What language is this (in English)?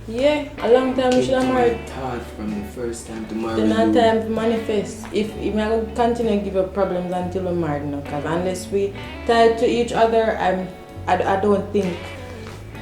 Jamaican Creole English